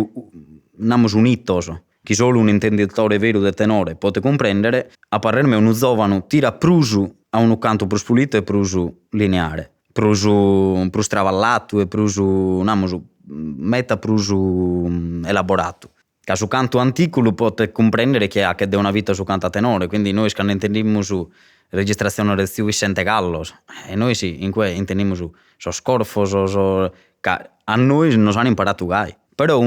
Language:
Sardinian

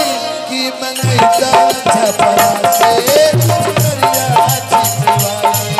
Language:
Bhojpuri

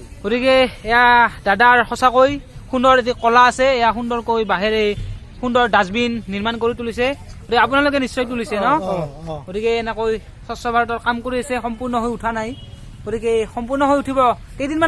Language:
Assamese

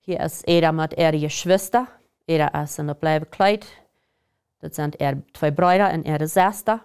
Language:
Plautdietsch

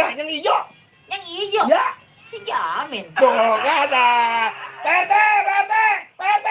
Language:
Betawi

